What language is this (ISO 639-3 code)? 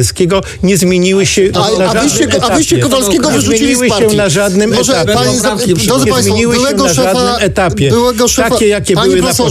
pol